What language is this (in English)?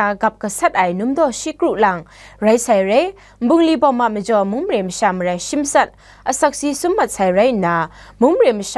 Kachin